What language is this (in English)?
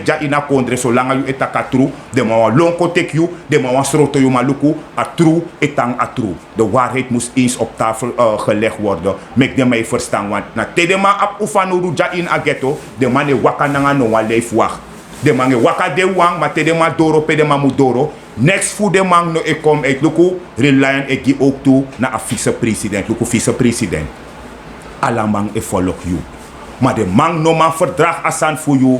Sranan Tongo